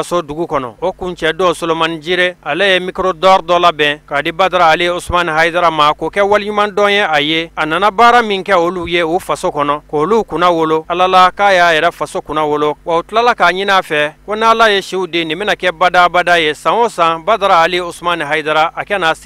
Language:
Bambara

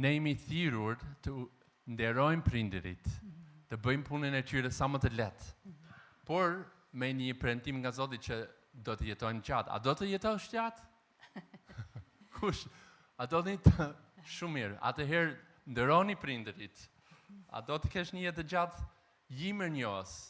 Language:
Albanian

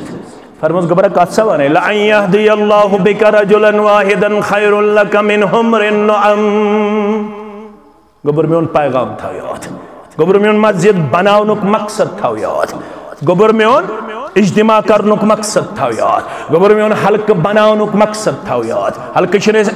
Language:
Kashmiri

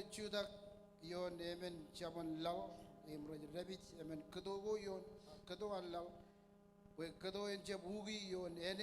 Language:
Marshallese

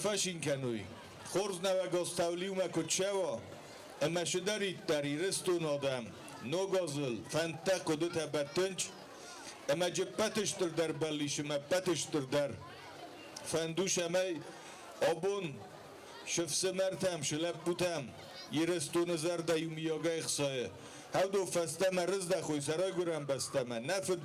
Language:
Ossetic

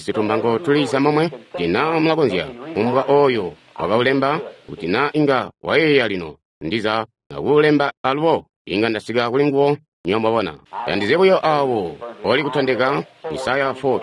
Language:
Tonga (Zambia)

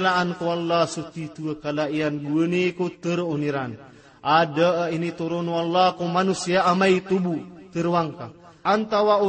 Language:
Maranao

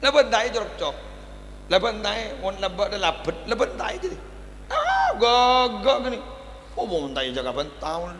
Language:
Madurese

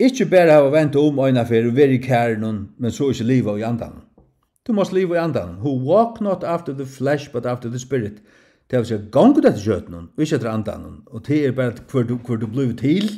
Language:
Faroese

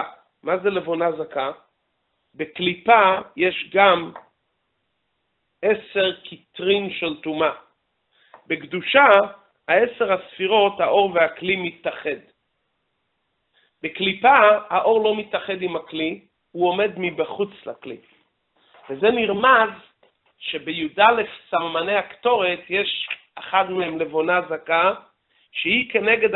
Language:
Hebrew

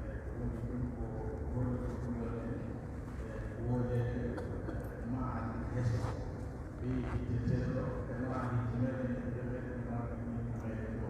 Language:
Pular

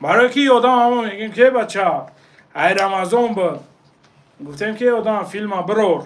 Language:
Tajik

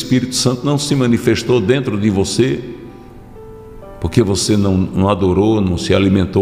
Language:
Portuguese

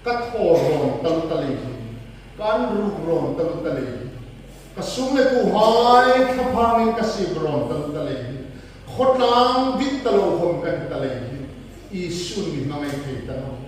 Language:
Hmar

